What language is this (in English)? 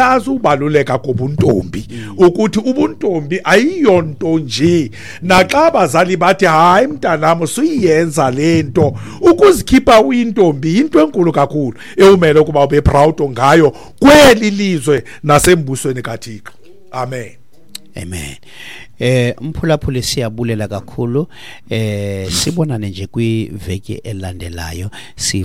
Xhosa